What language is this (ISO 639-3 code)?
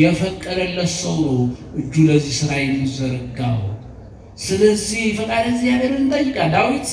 amh